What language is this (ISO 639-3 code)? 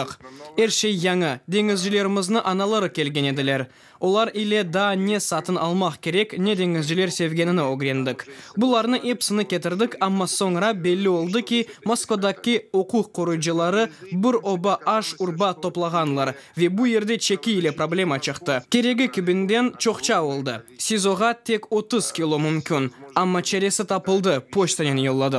crh